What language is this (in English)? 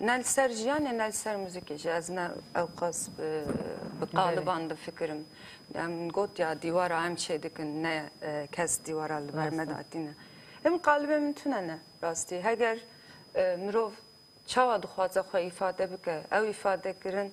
Kurdish